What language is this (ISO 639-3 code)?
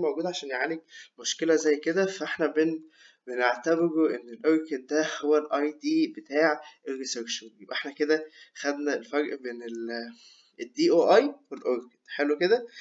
arz